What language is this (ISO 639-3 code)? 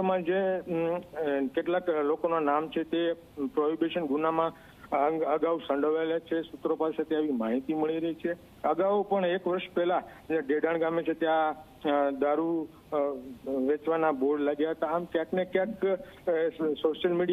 guj